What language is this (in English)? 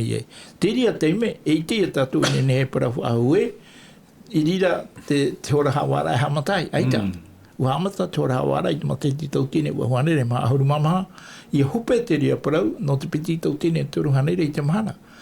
Tahitian